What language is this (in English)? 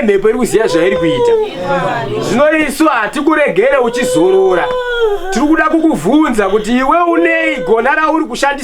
Shona